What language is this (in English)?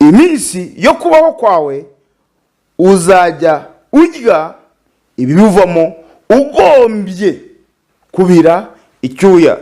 Kinyarwanda